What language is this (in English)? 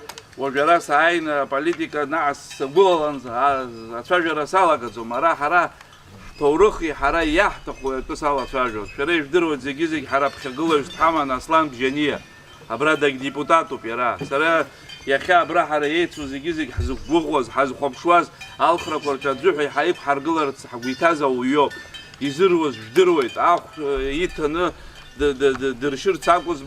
Abkhazian